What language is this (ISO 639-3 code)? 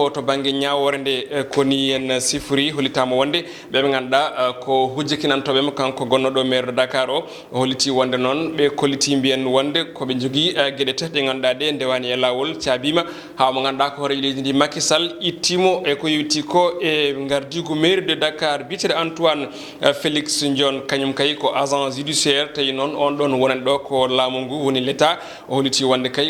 ful